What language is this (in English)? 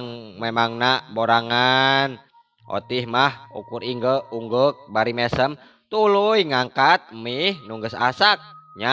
Sundanese